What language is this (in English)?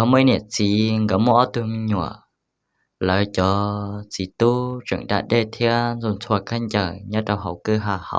Hmong